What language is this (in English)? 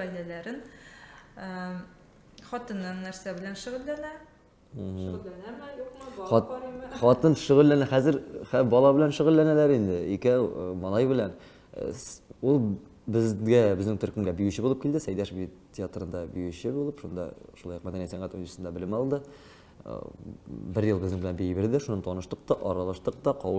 Tatar